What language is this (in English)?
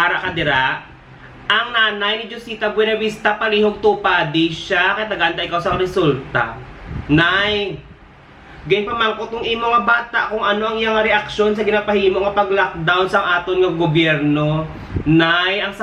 Hiligaynon